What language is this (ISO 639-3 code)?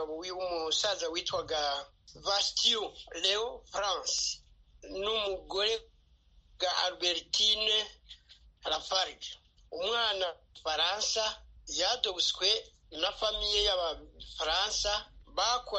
kin